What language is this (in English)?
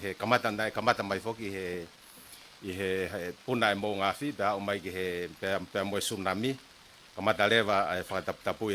Tongan